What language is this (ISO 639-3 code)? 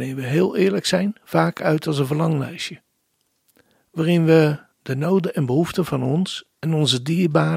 nld